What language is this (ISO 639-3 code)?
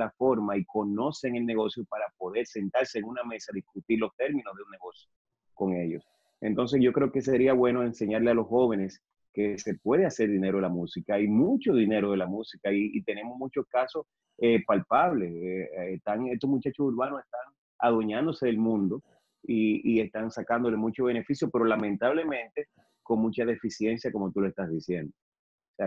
spa